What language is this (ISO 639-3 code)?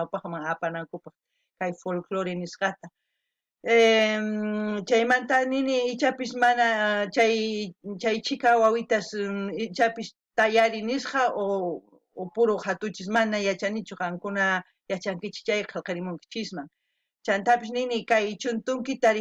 que